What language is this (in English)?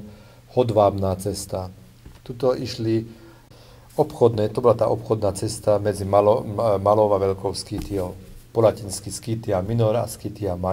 Slovak